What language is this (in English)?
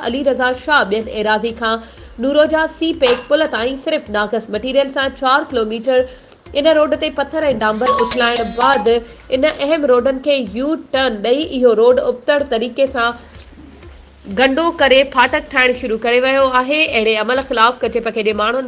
Sindhi